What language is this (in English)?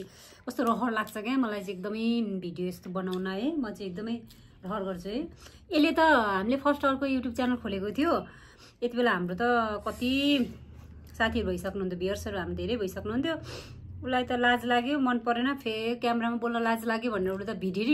Nepali